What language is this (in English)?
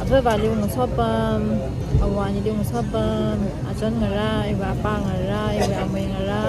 Tangkhul Naga (India)